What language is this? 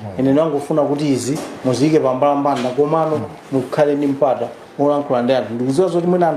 Nyanja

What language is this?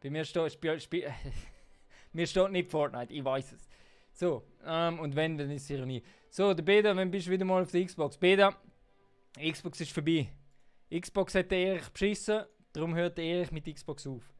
Swiss German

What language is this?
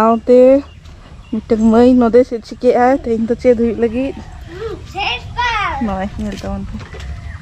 Santali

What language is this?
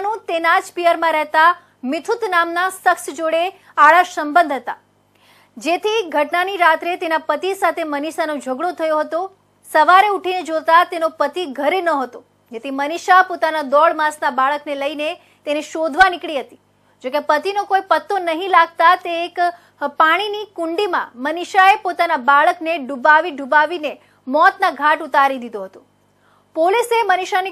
Gujarati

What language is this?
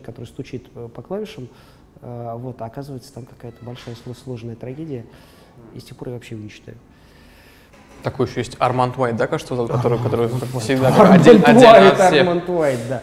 Russian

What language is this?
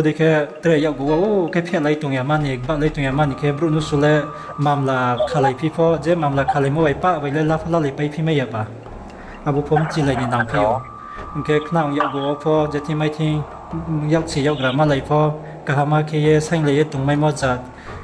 Riang (India)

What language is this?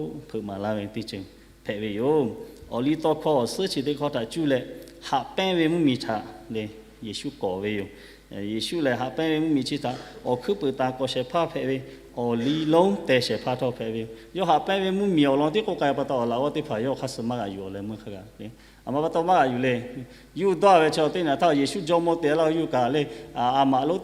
Lahu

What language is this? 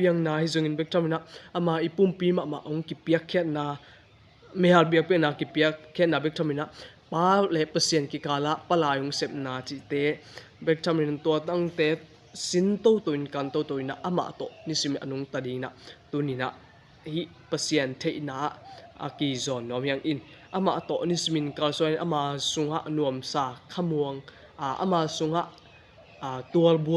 Tedim Chin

